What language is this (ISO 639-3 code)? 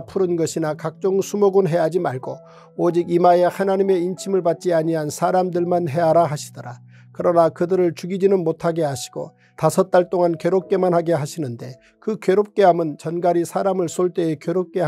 kor